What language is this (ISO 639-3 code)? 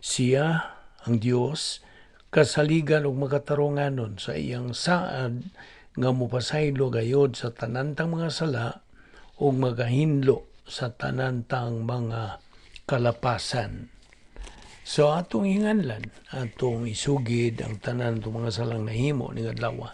ceb